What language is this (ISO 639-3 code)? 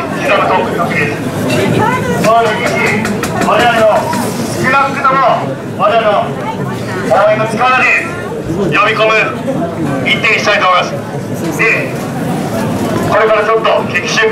jpn